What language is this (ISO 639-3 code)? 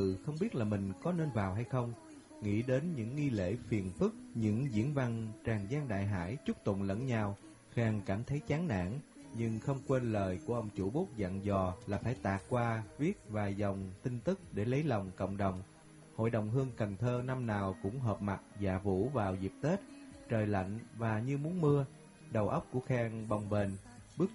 vie